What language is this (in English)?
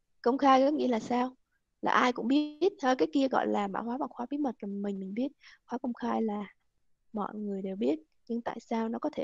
Vietnamese